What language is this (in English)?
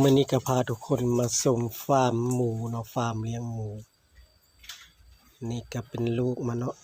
Lao